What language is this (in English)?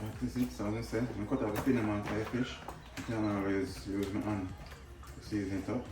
Jamaican Creole English